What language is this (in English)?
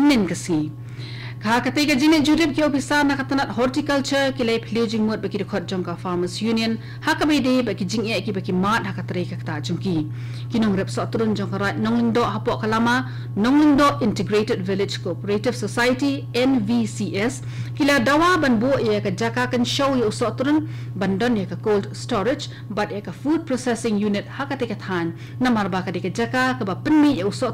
Khasi